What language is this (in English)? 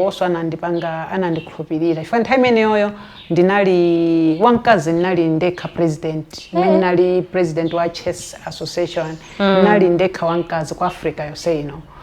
Nyanja